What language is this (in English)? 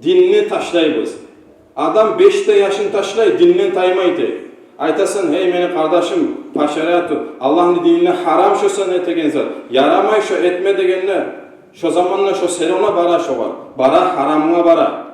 Kumyk